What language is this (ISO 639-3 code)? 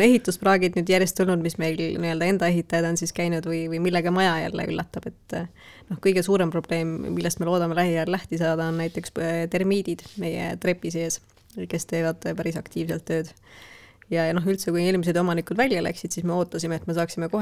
est